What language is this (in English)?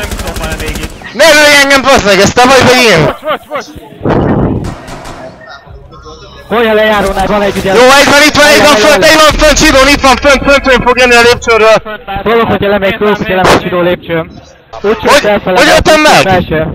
Hungarian